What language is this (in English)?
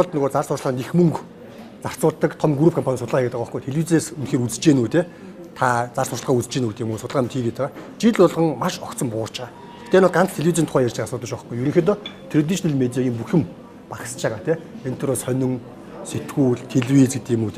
Mongolian